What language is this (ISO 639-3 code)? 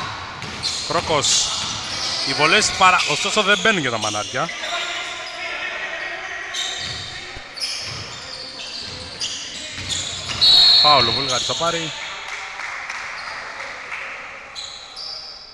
ell